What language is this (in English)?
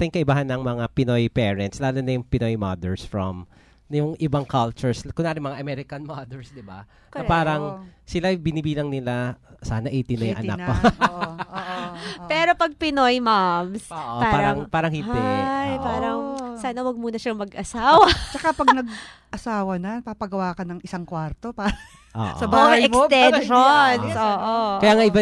Filipino